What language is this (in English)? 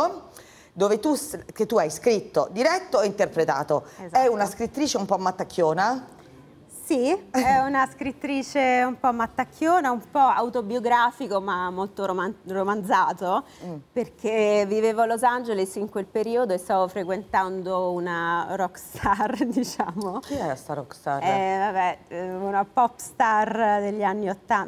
Italian